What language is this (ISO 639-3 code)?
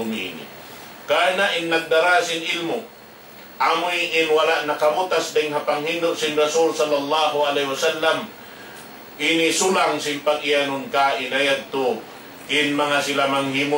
tsg